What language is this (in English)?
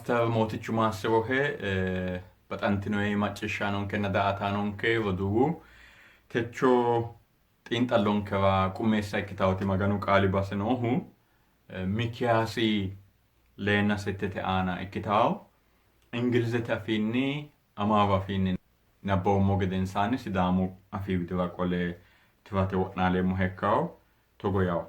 Sidamo